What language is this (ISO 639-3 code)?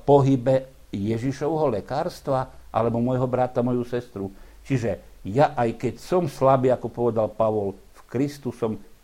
slk